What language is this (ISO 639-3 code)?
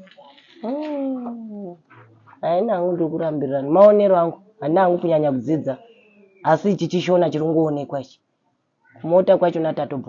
sna